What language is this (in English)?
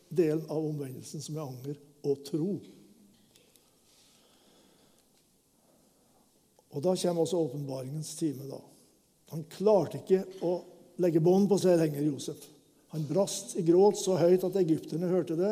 Norwegian